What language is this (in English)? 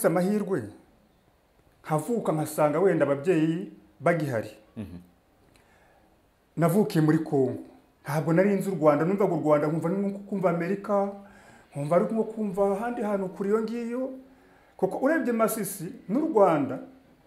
Kinyarwanda